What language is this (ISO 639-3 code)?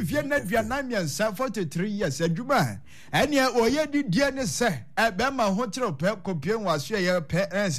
aka